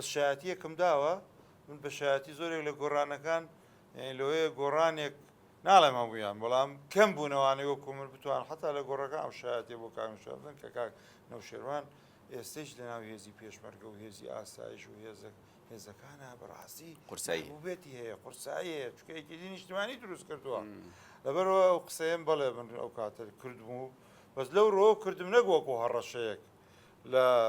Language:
Central Kurdish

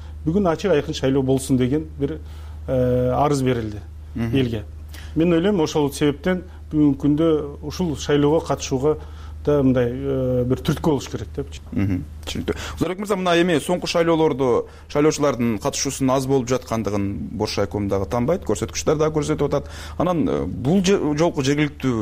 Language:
Kyrgyz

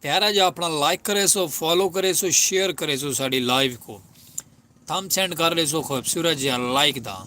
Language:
Saraiki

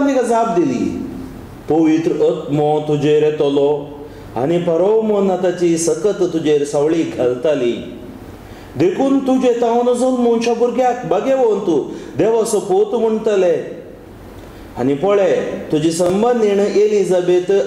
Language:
Konkani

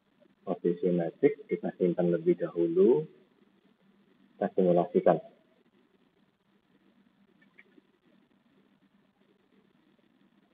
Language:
Indonesian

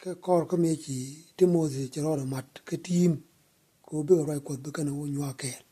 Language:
Nuer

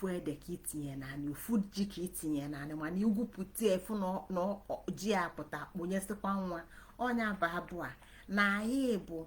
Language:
Igbo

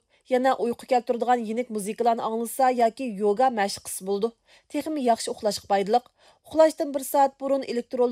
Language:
Uyghur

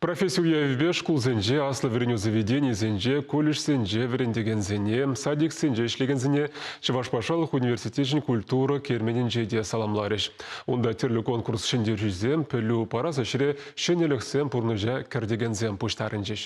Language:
Chuvash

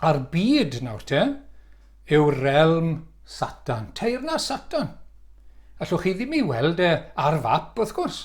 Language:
Welsh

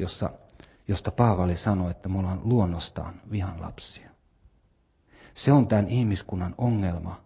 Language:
Finnish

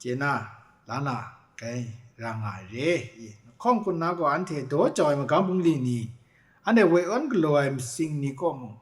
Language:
Kachin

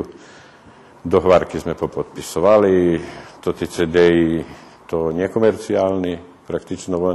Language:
Rusyn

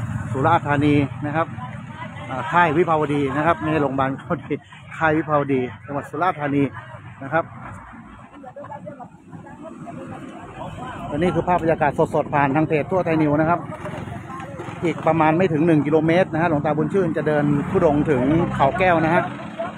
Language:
Thai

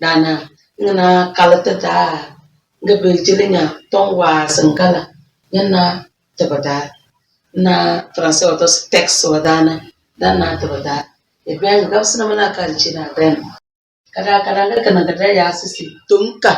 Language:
Tem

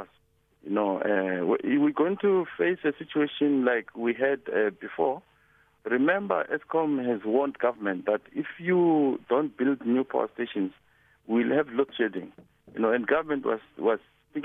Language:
English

